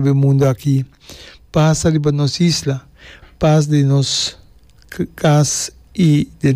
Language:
Papiamento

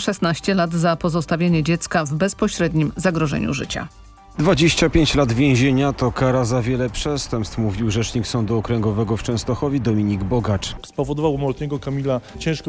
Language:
Polish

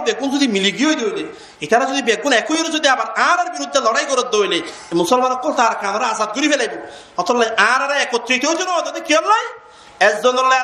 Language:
Rohingya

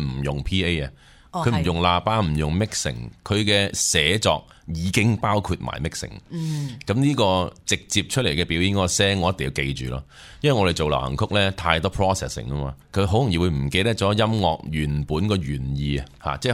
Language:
Cantonese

